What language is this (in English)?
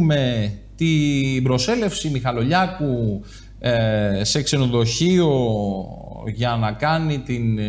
Greek